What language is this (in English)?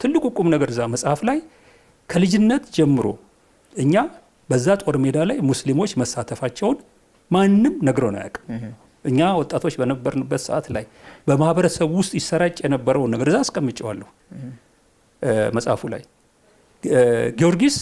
Amharic